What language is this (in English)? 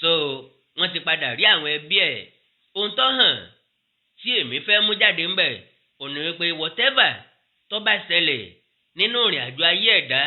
Yoruba